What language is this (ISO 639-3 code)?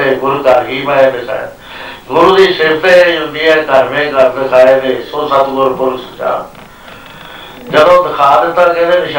pan